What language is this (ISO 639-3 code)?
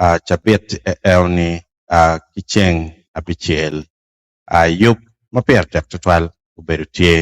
ach